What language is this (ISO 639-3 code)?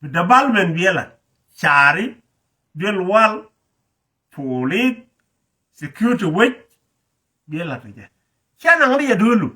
nus